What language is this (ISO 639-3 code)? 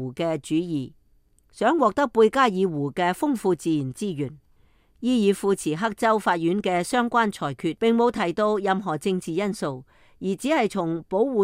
yue